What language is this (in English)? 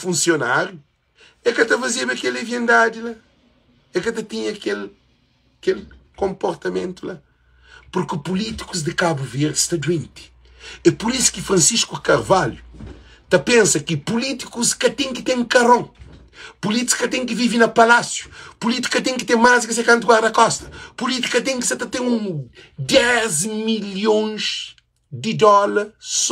Kabuverdianu